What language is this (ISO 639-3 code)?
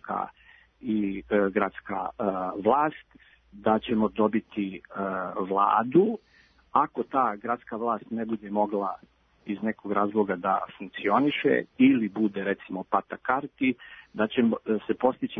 srp